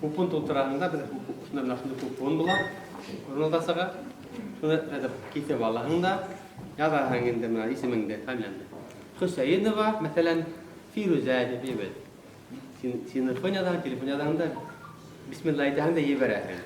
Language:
Bashkir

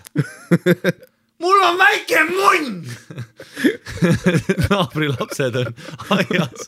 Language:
Estonian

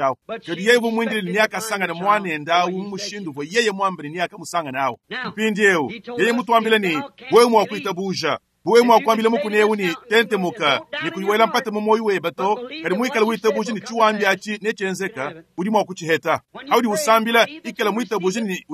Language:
Luba-Lulua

